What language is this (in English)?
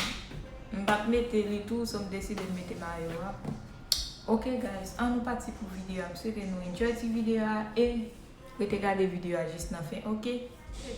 Haitian Creole